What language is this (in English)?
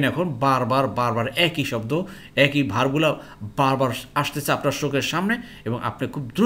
Bangla